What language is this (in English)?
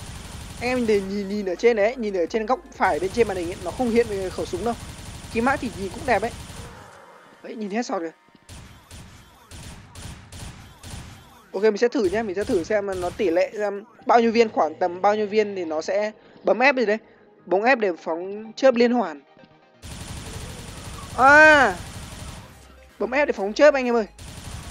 Vietnamese